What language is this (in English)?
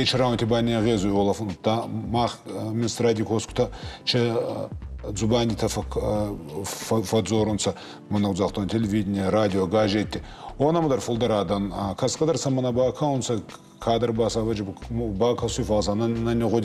Ossetic